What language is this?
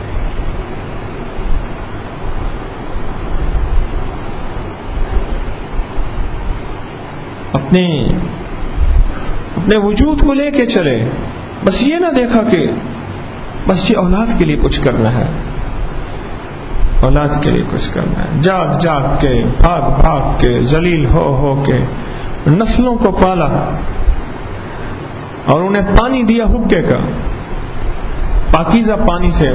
Urdu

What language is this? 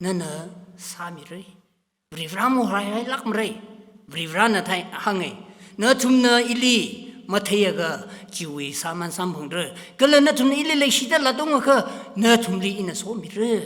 Tangkhul Naga (India)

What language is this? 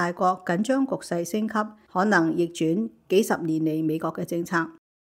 Cantonese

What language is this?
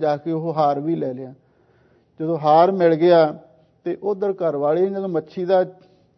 Punjabi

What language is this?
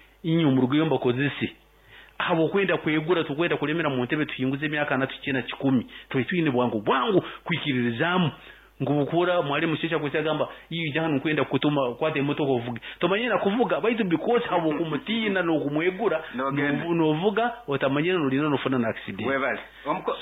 Nyankole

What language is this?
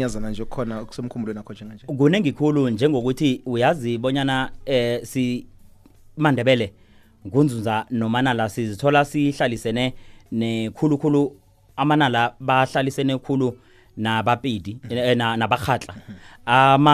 South Ndebele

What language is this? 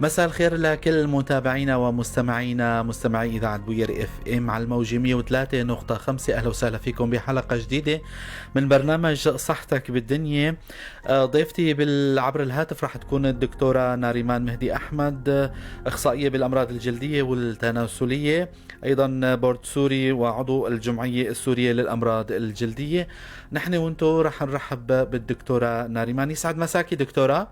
North Levantine Arabic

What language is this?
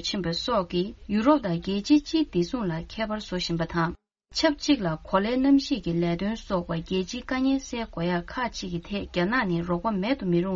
Tibetan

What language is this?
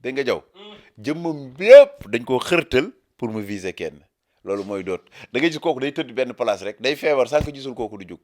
Wolof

